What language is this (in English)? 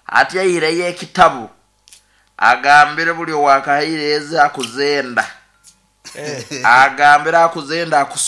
Nyoro